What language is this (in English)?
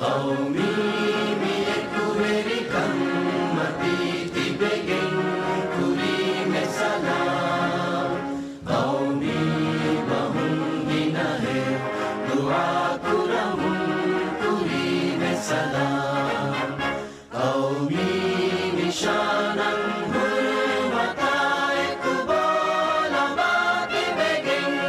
Divehi